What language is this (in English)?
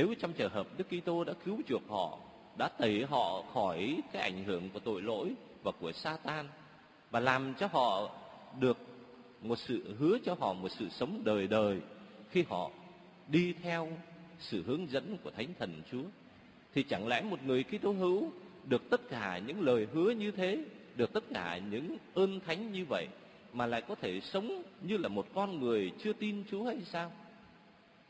Vietnamese